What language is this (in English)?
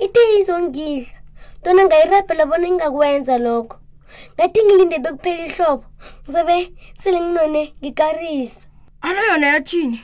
South Ndebele